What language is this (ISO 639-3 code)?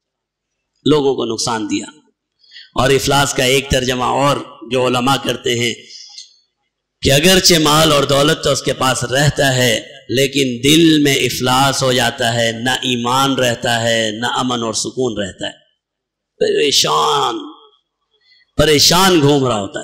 urd